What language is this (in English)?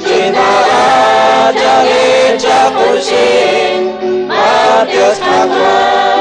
Kekchí